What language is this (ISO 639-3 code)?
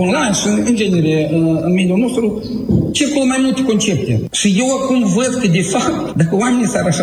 ron